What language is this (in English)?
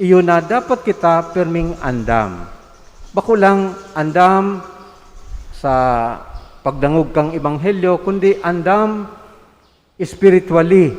Bikol